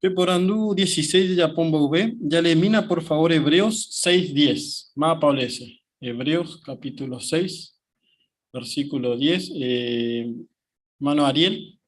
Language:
Guarani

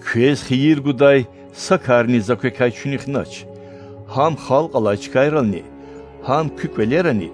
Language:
Lezghian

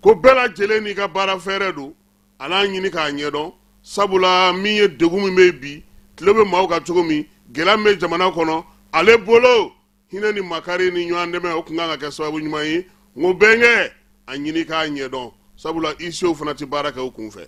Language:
Bambara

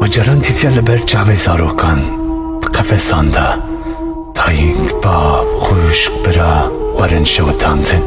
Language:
Kurdish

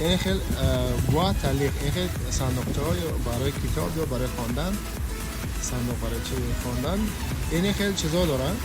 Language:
Tajik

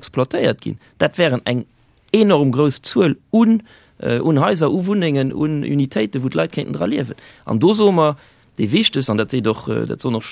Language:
Luxembourgish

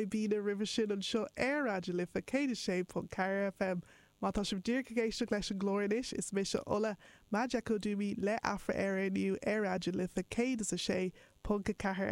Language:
Irish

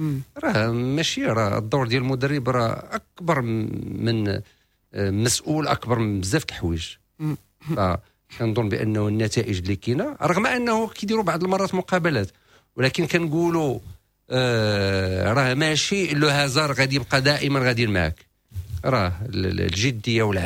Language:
Moroccan Arabic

